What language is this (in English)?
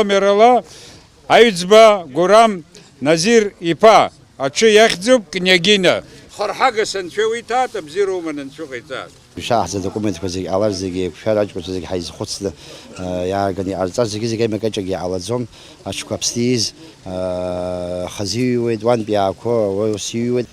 Abkhazian